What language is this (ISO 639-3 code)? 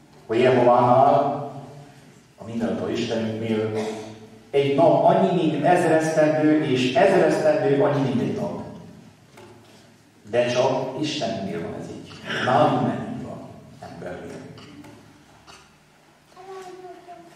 hun